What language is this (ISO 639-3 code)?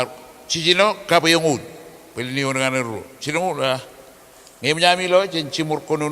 mah